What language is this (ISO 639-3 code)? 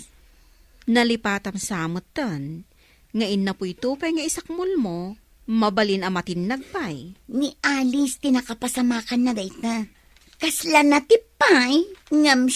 ilo